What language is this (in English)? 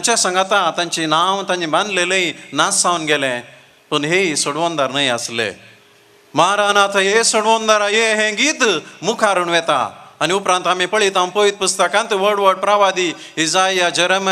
Konkani